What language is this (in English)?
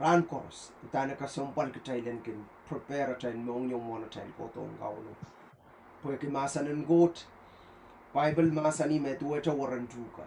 Pohnpeian